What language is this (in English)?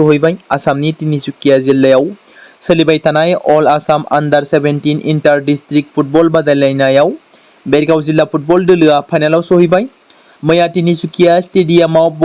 Bodo